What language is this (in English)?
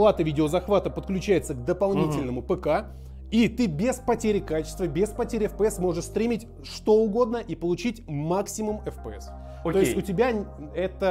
Russian